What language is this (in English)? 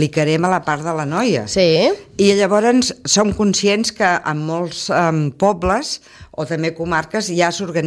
Catalan